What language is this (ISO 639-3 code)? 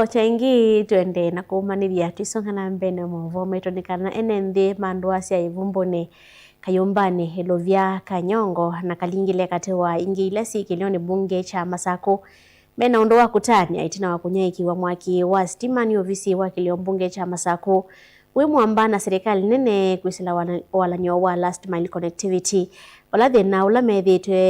kam